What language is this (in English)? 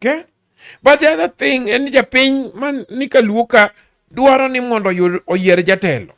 Luo (Kenya and Tanzania)